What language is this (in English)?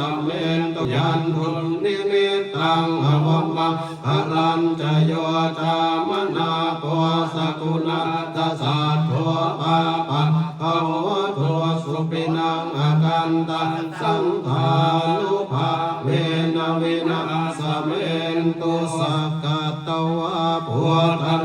Pali